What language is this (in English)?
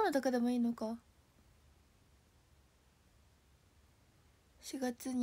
Japanese